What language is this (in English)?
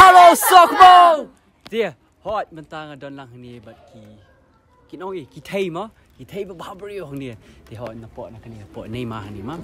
Khasi